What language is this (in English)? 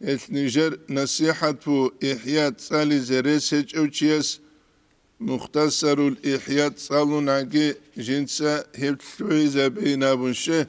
Avaric